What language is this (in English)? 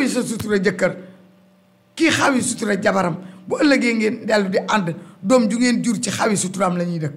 Wolof